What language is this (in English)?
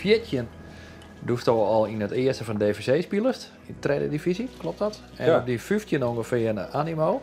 Western Frisian